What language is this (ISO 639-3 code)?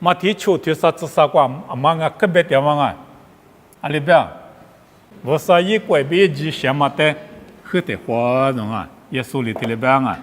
lis